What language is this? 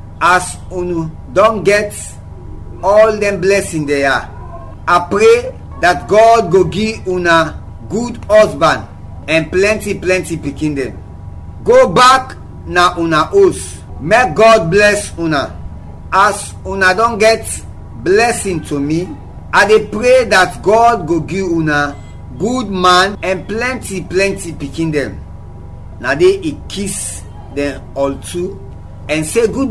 Krio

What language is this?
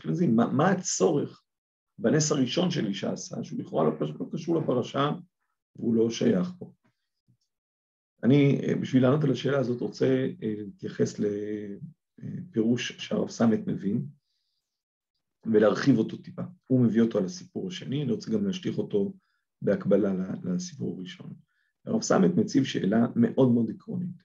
Hebrew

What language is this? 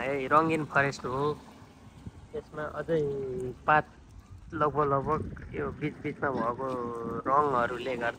Nepali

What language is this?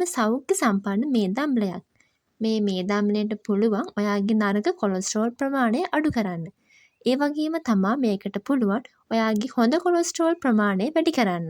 Sinhala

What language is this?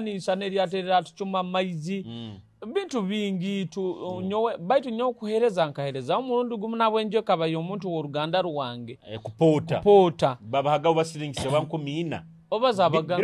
Nyoro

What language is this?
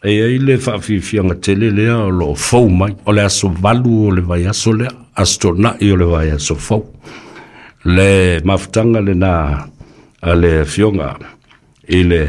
Samoan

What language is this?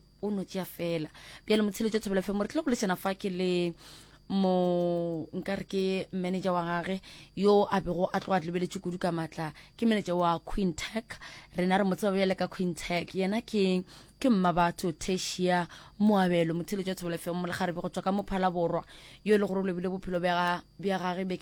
Northern Sotho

